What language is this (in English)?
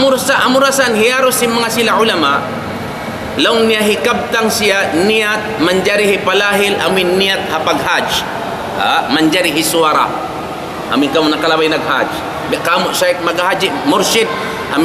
Tausug